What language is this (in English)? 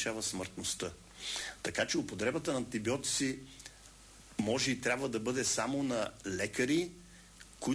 Bulgarian